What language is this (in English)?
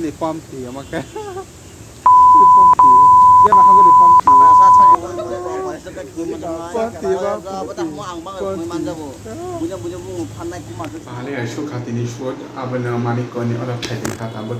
Kok Borok